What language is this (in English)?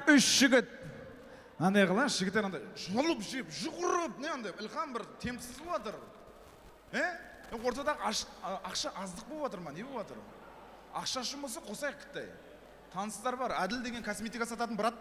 Kara-Kalpak